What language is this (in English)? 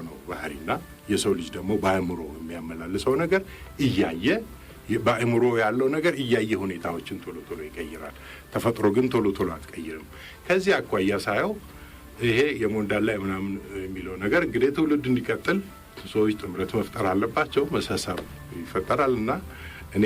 Amharic